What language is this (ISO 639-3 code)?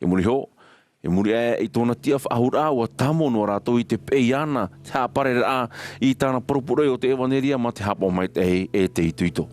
tah